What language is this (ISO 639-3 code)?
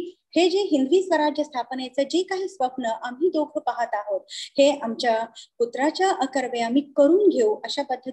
mar